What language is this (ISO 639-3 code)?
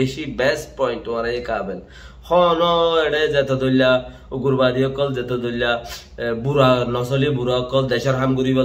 rhg